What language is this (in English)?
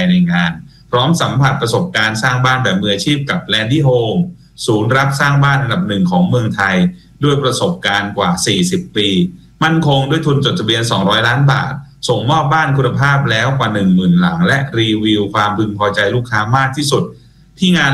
Thai